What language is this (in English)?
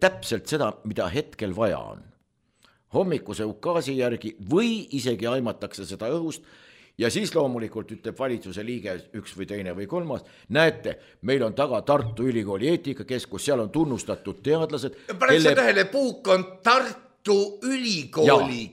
Estonian